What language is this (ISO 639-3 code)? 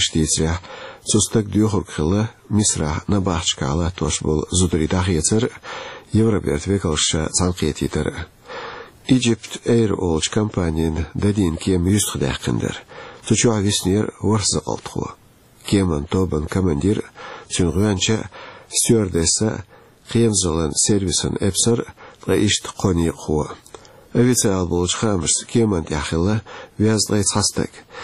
che